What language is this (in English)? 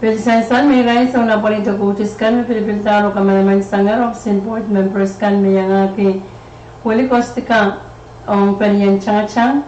Pohnpeian